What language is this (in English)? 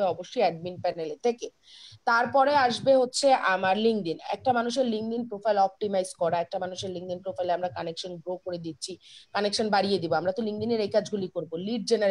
Bangla